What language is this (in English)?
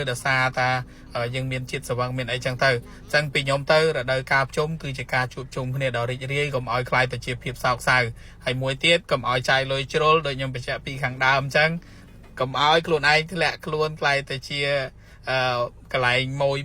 Khmer